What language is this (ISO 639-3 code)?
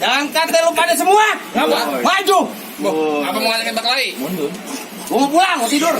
bew